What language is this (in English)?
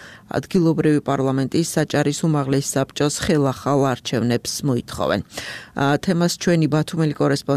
Georgian